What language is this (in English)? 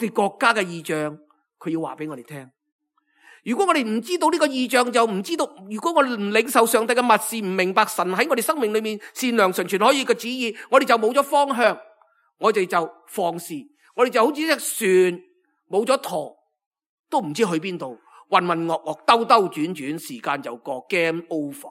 Cantonese